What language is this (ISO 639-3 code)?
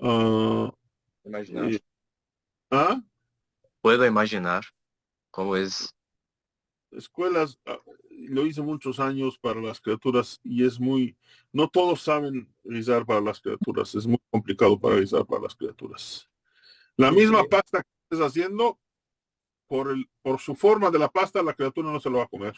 lad